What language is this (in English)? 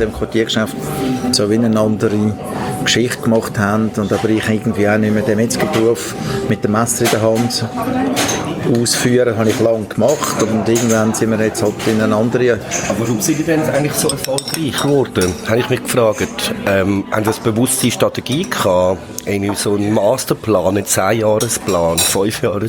German